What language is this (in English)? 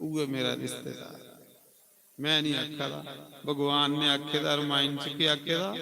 Dogri